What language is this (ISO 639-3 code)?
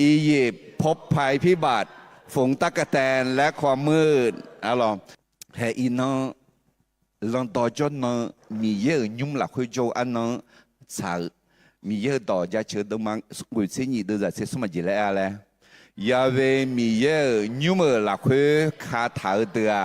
ahk